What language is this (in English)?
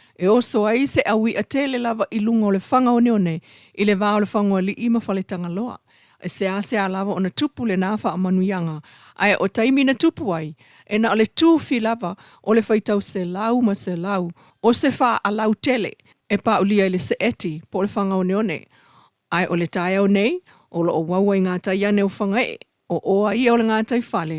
Samoan